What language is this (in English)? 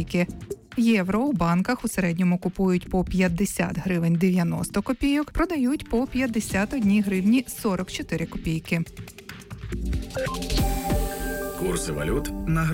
Ukrainian